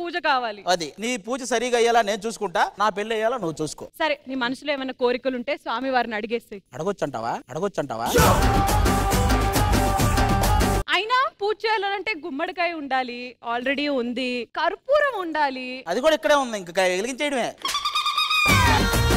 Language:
Telugu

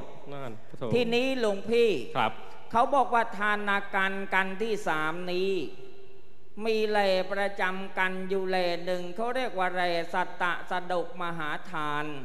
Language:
Thai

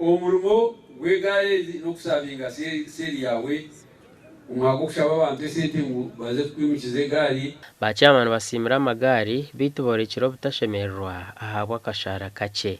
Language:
Nyankole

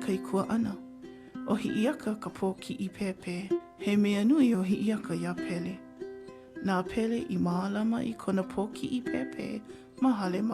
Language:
Hawaiian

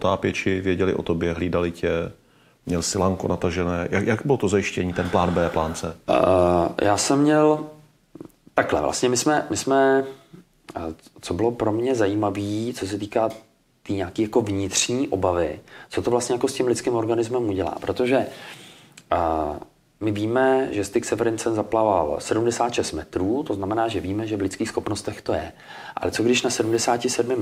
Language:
Czech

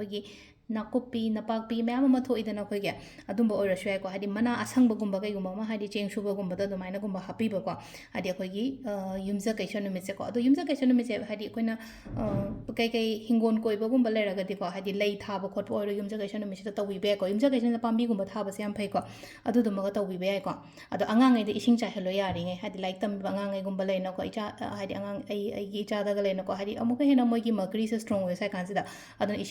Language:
Manipuri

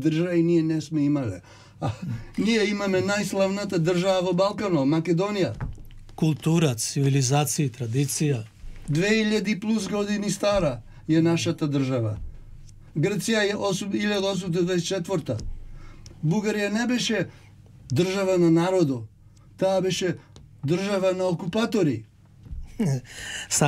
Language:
Macedonian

